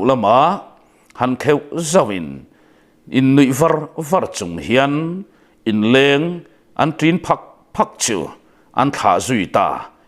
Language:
Mizo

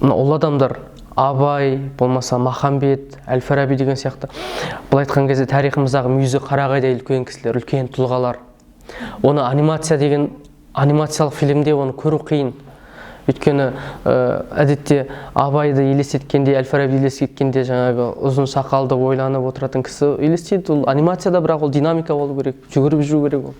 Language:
Kazakh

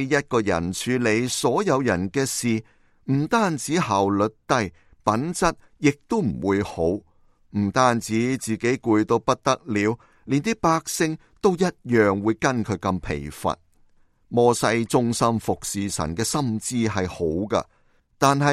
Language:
Cantonese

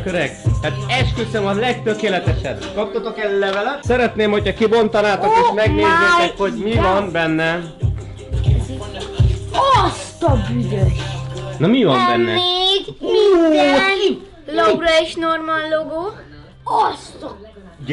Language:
Hungarian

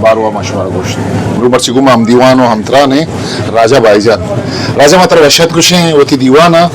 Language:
Eastern Balochi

